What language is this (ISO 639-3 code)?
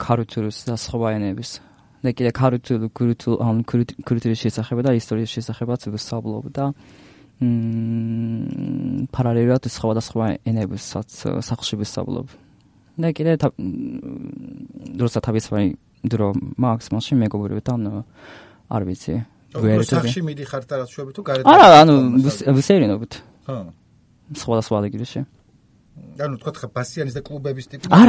kat